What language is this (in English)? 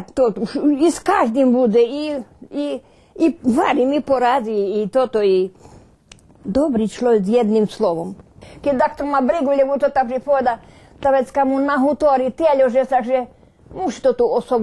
Rusyn